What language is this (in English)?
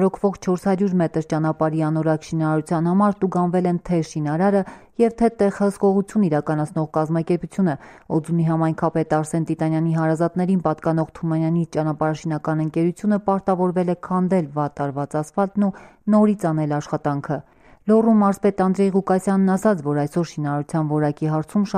Armenian